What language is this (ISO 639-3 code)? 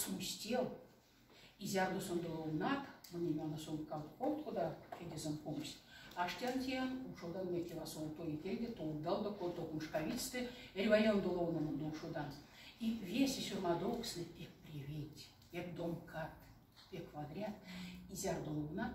myv